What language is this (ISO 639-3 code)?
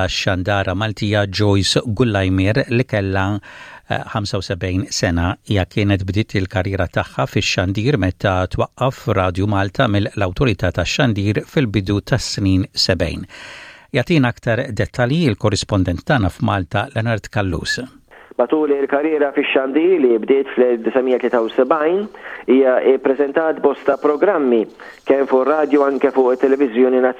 mlt